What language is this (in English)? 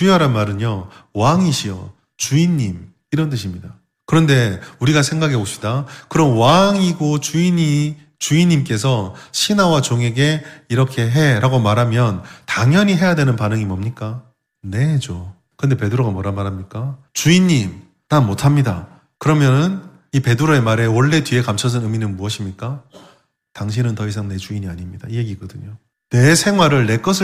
Korean